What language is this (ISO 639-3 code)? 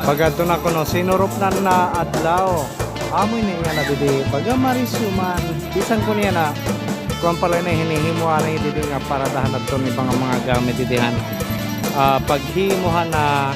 war